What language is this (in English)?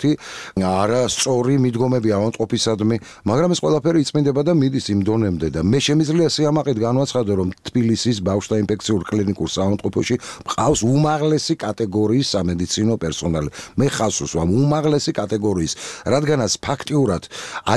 Georgian